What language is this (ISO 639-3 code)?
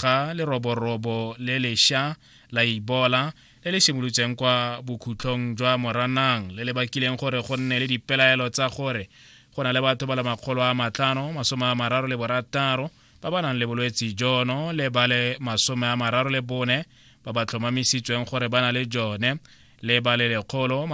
tsn